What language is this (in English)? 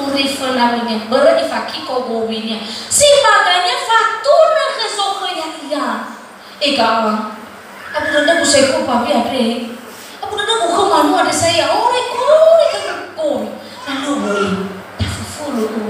Nias